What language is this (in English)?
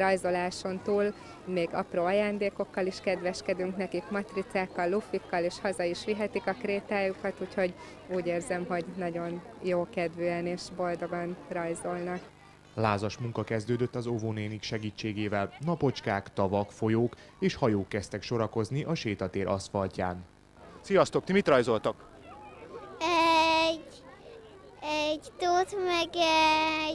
Hungarian